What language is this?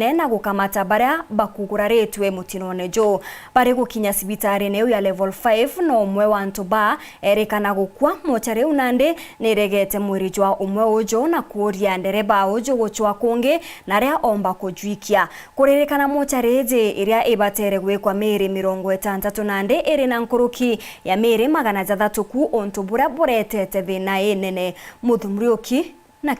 Meru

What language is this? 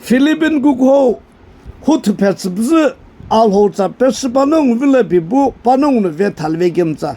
Sumi Naga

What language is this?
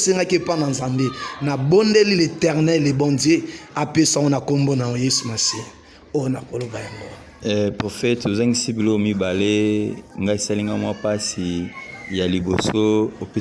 Lingala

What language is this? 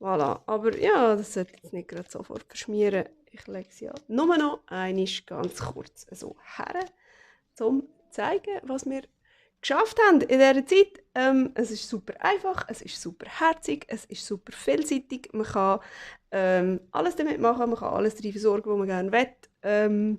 Swiss German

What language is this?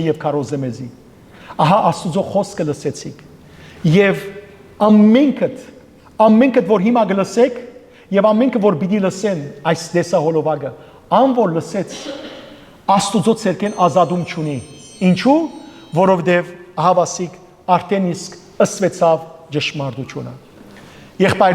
Western Armenian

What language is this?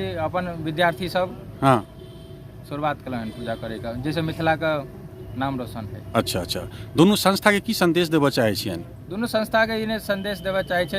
Maithili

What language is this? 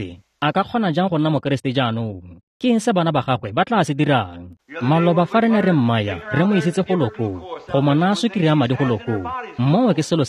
Tswana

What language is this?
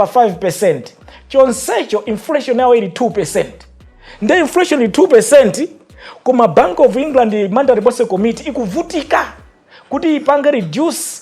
Nyanja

